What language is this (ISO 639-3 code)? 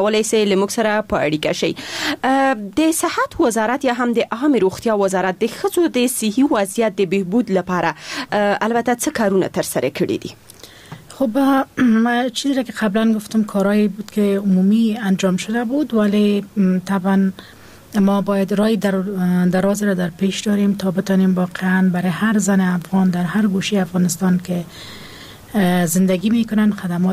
fas